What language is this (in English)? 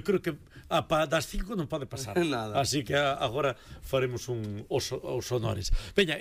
Galician